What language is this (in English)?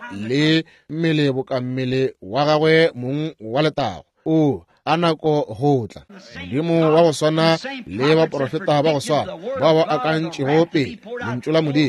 Northern Sotho